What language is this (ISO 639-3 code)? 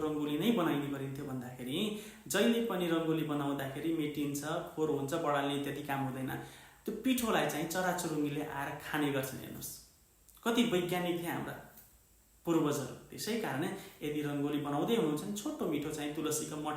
nep